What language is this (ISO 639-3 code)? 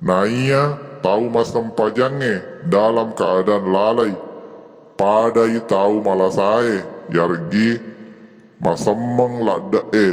bug